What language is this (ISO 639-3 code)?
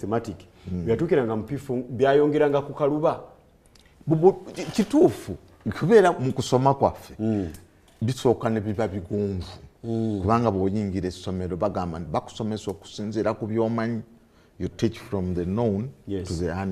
lug